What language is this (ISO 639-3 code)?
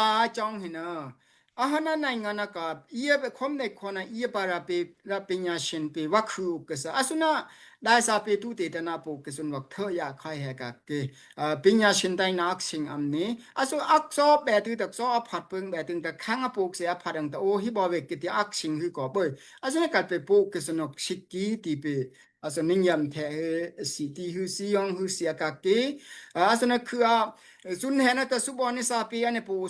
dao